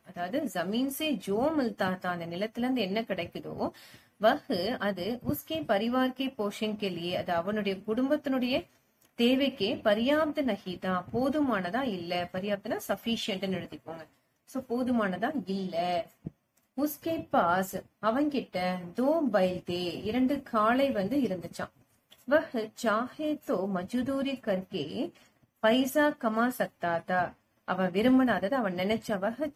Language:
Tamil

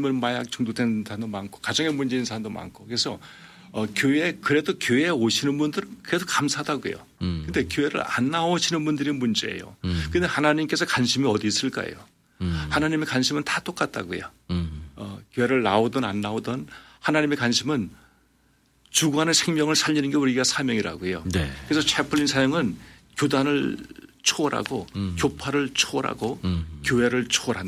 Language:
Korean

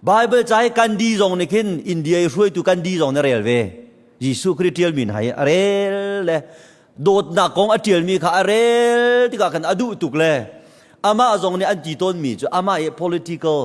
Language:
Hakha Chin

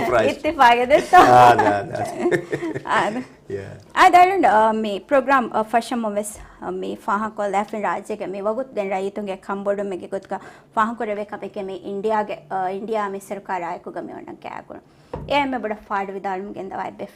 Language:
Divehi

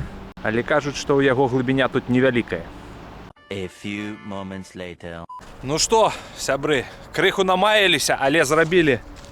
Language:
Belarusian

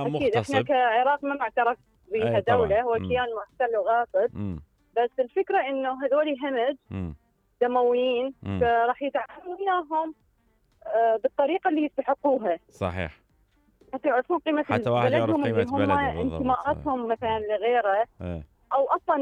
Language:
Mesopotamian Arabic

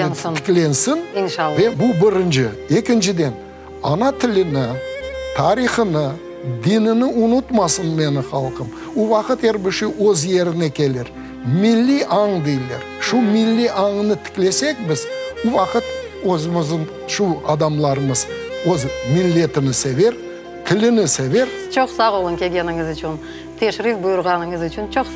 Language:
Crimean Tatar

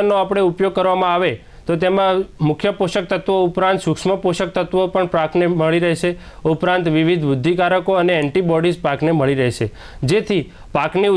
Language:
Gujarati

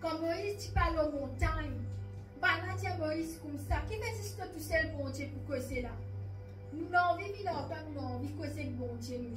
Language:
Morisyen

